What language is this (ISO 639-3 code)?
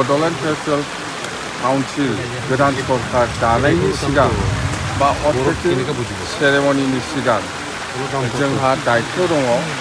brx